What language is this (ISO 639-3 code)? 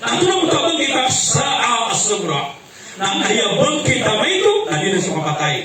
mrw